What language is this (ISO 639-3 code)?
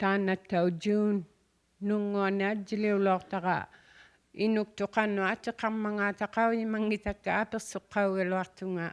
iku